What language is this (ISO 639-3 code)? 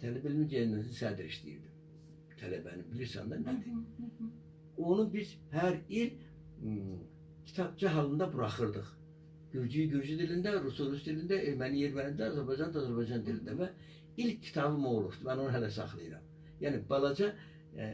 aze